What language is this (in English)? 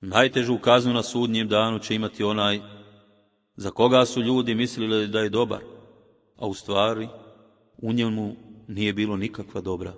Bosnian